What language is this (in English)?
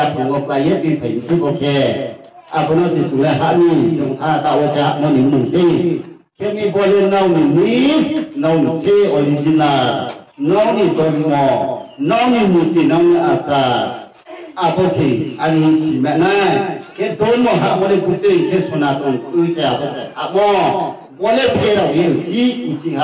Riang (India)